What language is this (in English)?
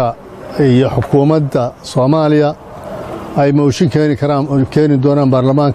Somali